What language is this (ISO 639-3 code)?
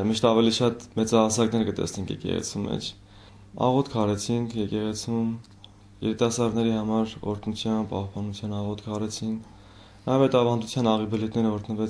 hye